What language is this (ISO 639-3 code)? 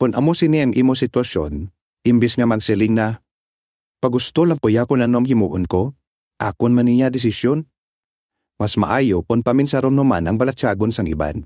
hil